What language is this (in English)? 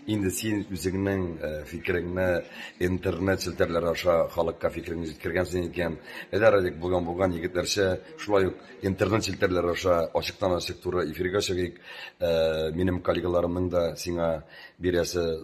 Tatar